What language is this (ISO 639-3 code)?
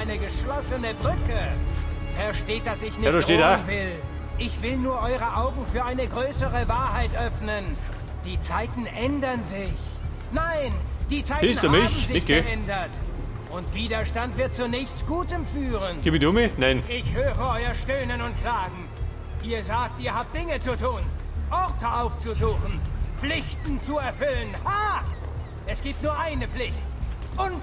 bar